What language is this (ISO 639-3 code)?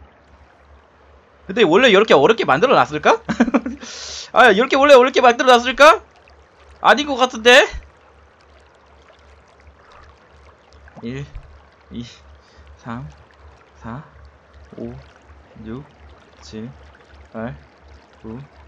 kor